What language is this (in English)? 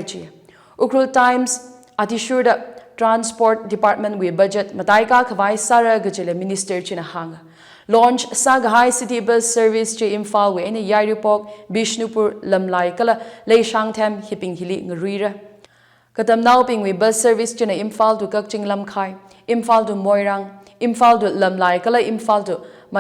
Tangkhul Naga (India)